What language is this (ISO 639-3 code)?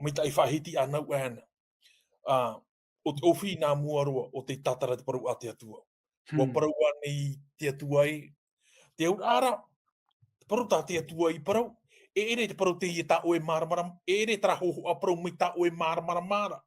tah